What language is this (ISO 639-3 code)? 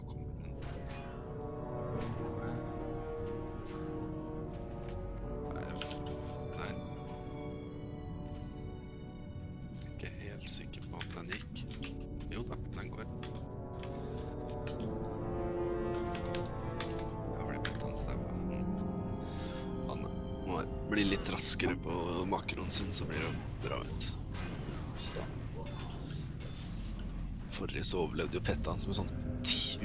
nor